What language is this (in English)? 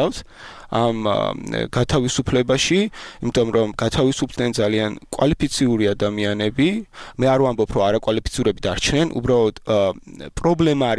Georgian